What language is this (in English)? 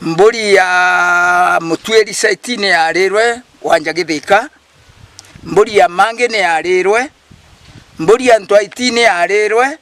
Meru